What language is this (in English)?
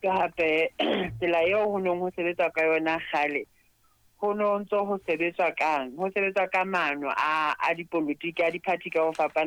Southern Sotho